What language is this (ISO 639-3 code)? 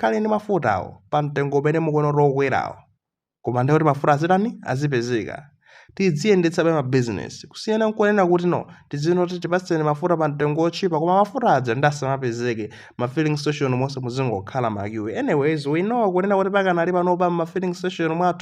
nya